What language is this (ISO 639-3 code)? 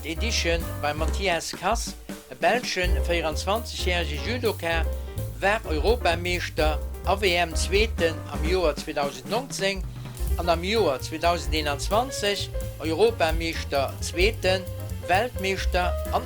ltz